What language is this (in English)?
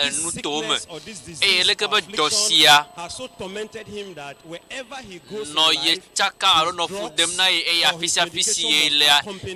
Ewe